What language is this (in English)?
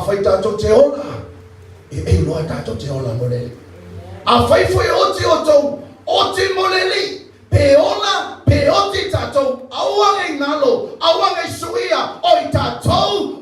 Samoan